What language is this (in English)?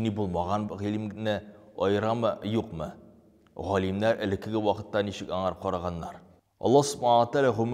Tatar